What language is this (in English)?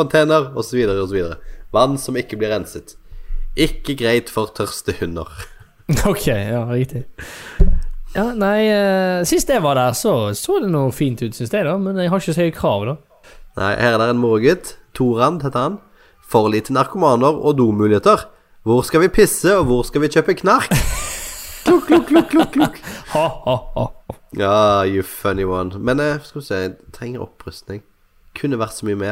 Norwegian